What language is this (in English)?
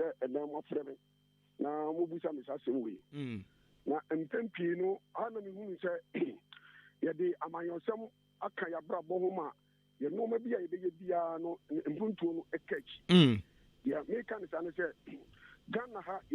Akan